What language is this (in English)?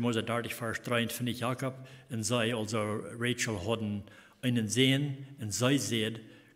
Plautdietsch